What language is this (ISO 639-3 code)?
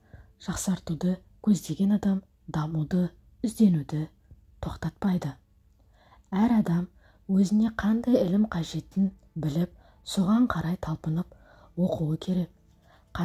kaz